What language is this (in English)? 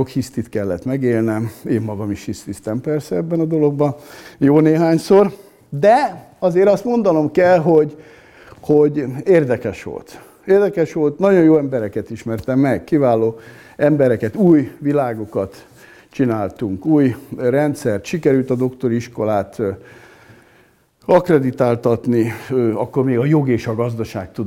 Hungarian